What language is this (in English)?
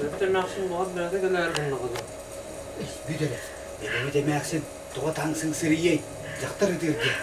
Yakut